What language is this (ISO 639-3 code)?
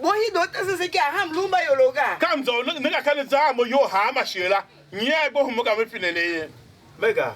tiv